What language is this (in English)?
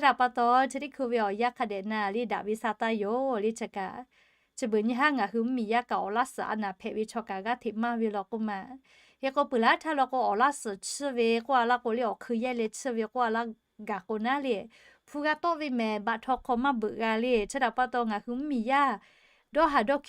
Lahu